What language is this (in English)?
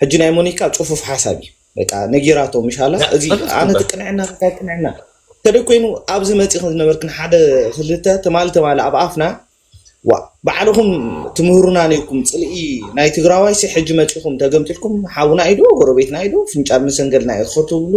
Tigrinya